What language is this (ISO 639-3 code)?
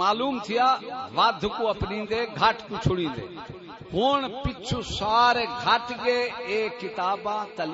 skr